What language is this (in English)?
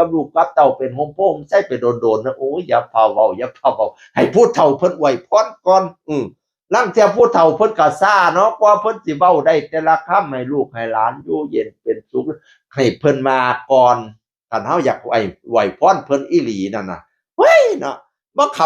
Northeastern Thai